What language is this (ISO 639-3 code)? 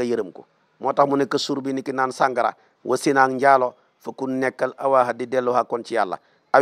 wol